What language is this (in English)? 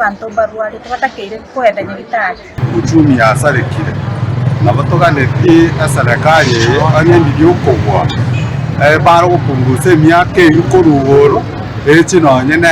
Gusii